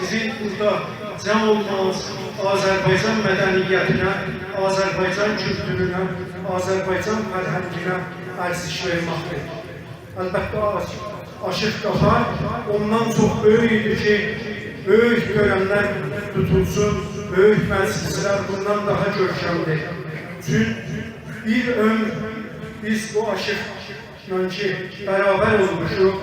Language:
South Azerbaijani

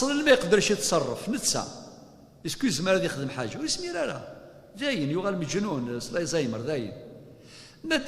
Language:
Kabyle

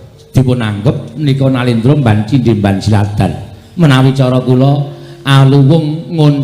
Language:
Javanese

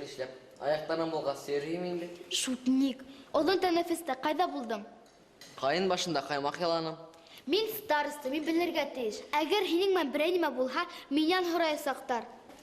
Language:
Bashkir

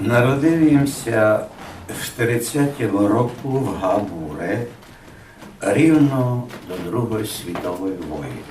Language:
Rusyn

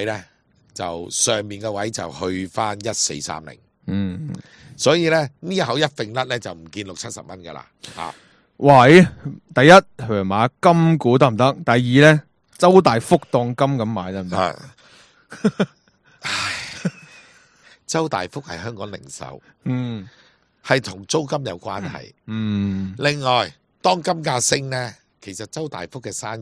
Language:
Cantonese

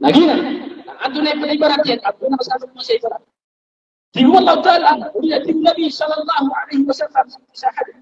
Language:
Maranao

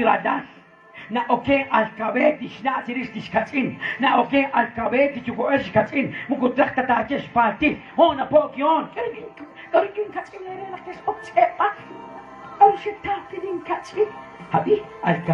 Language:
Kekchí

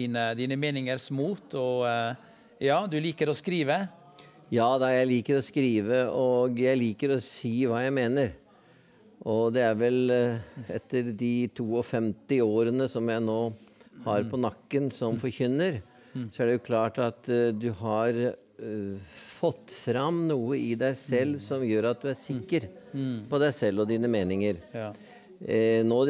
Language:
Norwegian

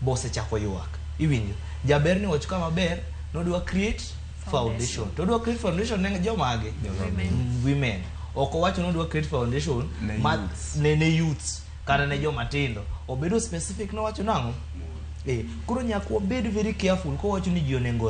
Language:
Luo (Kenya and Tanzania)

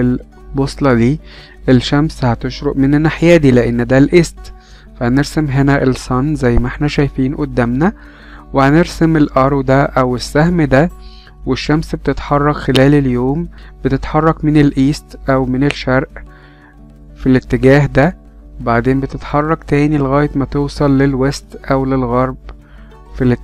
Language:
Egyptian Arabic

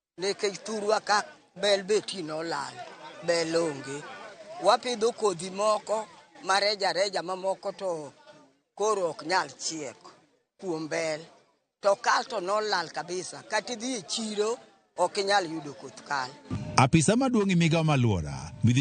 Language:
Luo (Kenya and Tanzania)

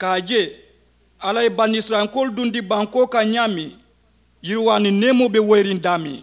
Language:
Mandingo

